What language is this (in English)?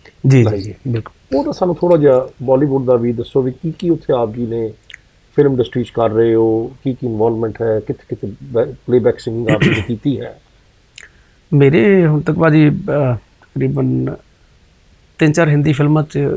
Punjabi